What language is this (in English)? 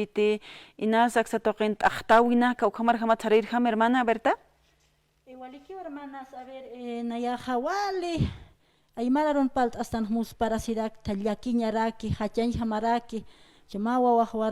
Aymara